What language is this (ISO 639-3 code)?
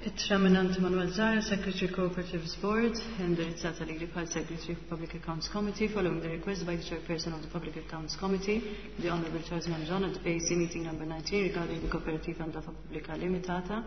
mlt